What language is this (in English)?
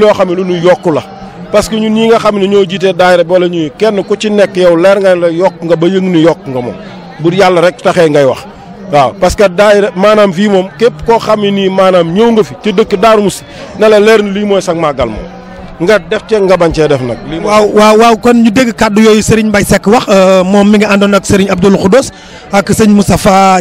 Wolof